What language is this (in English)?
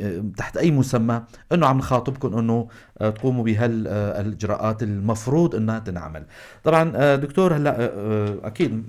North Levantine Arabic